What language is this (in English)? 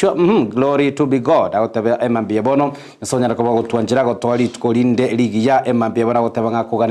Gusii